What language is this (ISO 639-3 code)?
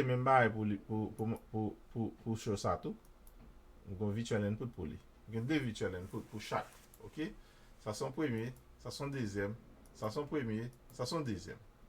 hat